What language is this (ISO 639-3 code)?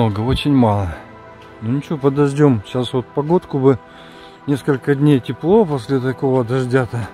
rus